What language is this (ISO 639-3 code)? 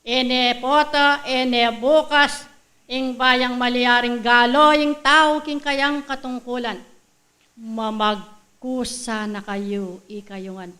pam